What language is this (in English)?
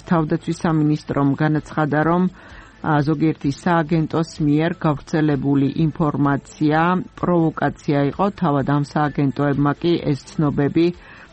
Georgian